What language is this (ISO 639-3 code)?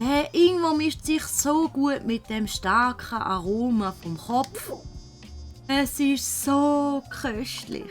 gsw